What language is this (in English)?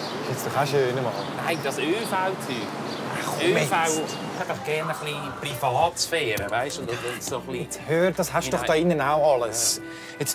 Swiss German